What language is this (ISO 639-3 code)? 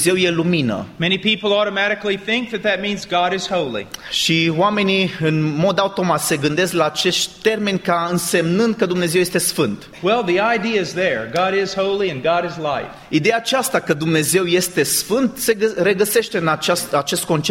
ron